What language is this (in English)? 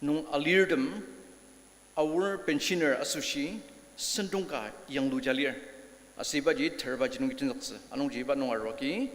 Ao Naga